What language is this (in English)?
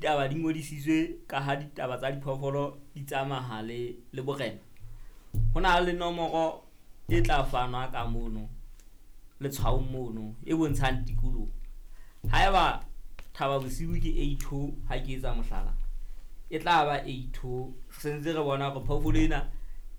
Southern Sotho